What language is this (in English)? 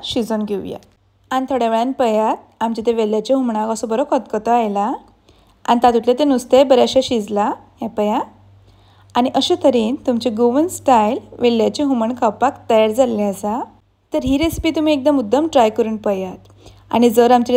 Konkani